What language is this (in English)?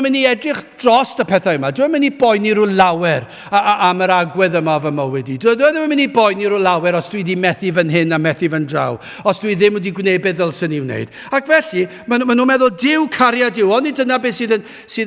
Welsh